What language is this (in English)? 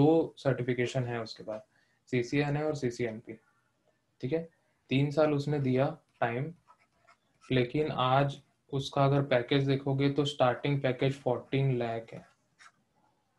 Hindi